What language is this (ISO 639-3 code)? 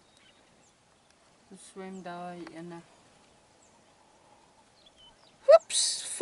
afr